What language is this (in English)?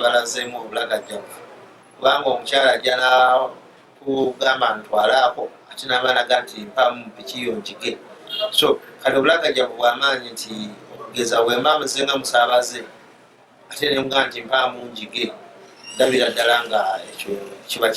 Ganda